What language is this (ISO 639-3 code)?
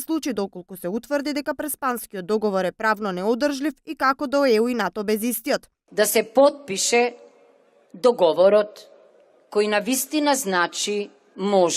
mkd